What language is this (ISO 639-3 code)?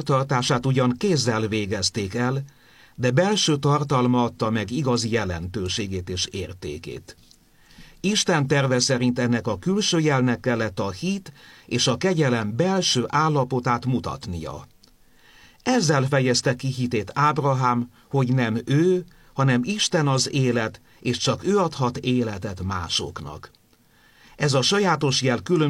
hun